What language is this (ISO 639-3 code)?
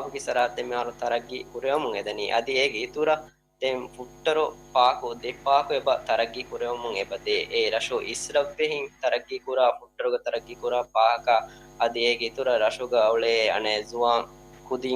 div